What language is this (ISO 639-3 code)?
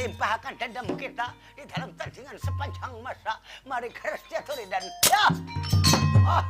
bjn